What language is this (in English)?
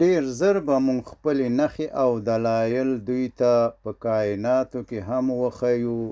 Pashto